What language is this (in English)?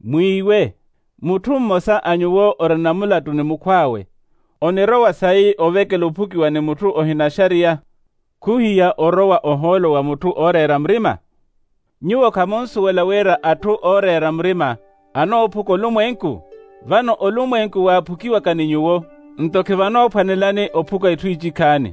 Makhuwa